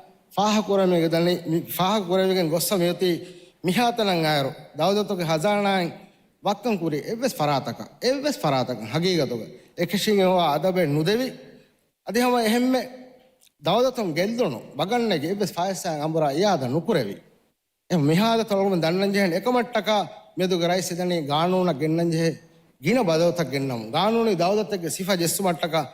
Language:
Divehi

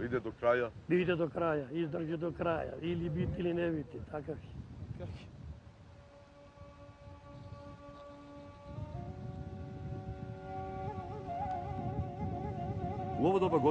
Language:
Serbian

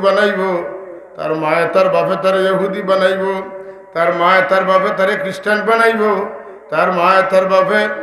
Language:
Sylheti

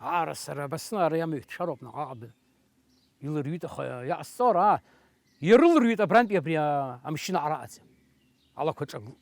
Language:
Abkhazian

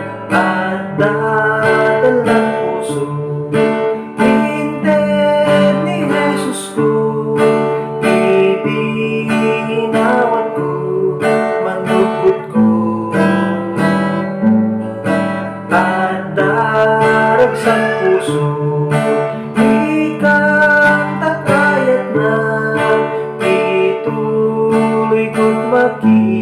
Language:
Iloko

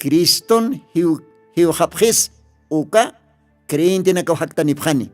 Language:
Aymara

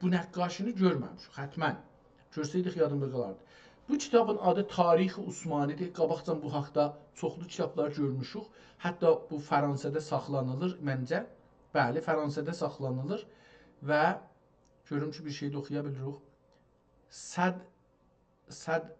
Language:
South Azerbaijani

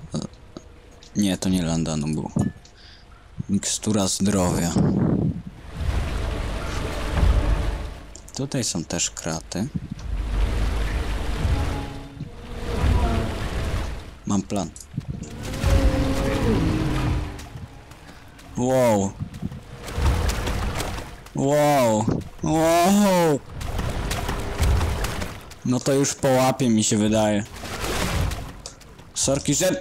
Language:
Polish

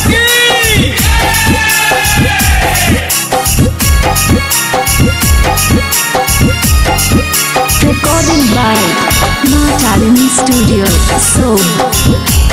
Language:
Bhojpuri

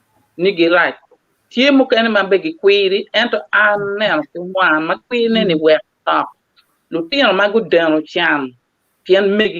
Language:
Acoli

